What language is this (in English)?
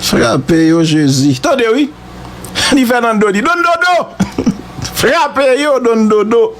Haitian Creole